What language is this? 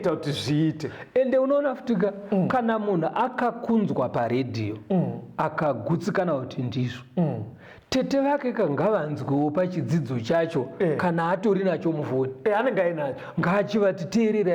Shona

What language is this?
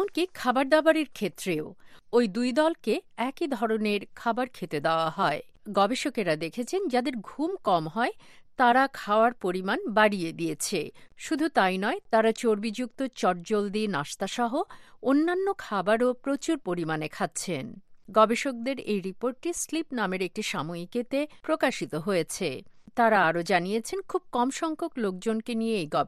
Bangla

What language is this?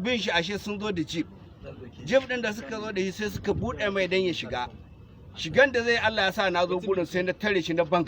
Hausa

